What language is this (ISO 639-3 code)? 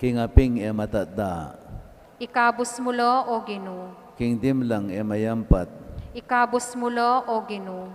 pam